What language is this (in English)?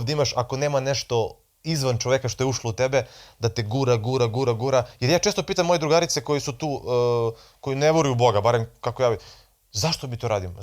Macedonian